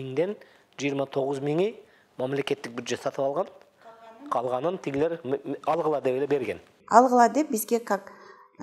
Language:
Kyrgyz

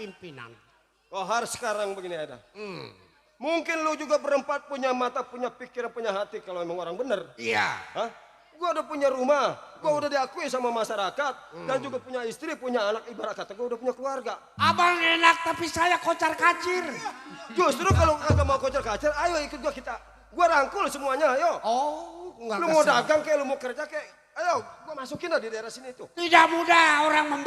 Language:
Betawi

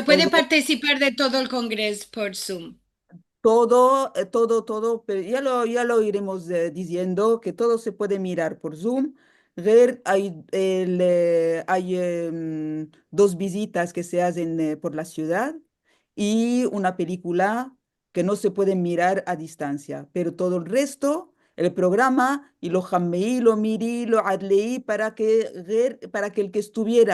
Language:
Ladino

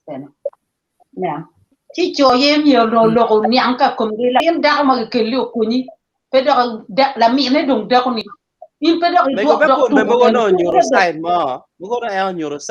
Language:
Acoli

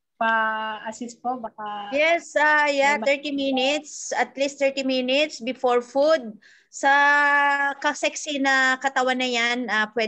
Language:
Filipino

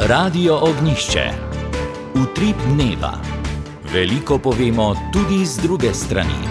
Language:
Slovenian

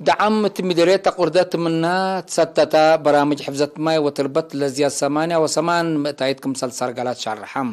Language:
Tigre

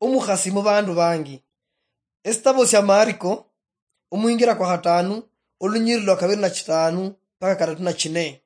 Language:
Luyia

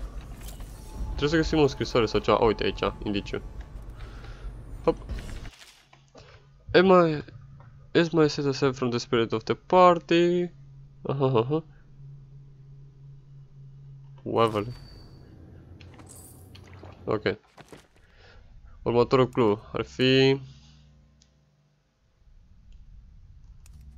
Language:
Romanian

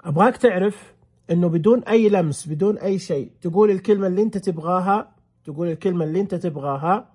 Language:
Najdi Arabic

